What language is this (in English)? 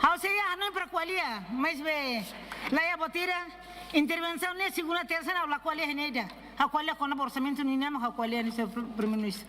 Tetum